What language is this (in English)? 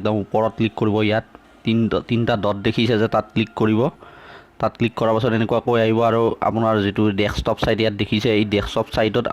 Assamese